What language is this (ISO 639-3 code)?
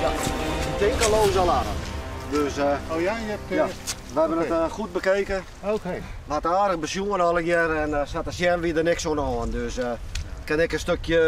fry